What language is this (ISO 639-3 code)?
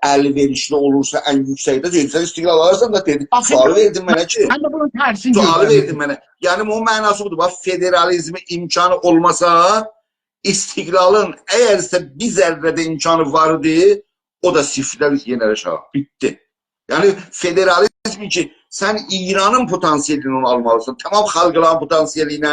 azb